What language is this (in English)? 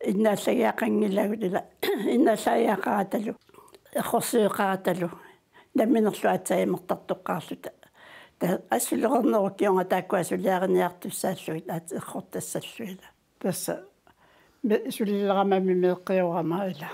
Kalaallisut